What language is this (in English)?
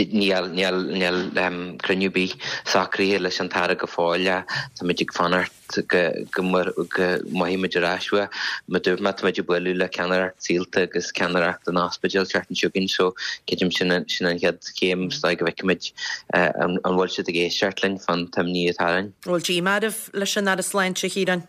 Irish